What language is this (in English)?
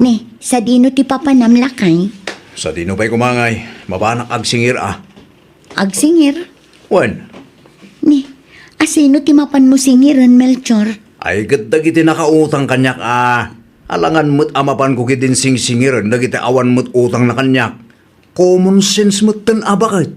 Iloko